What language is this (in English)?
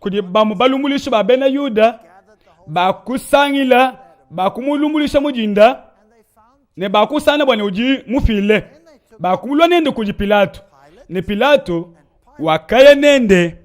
Luba-Lulua